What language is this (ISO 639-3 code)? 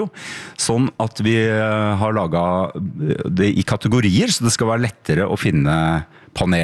nor